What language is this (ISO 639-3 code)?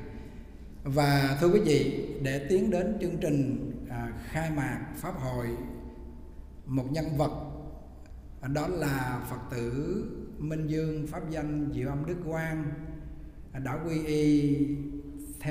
vie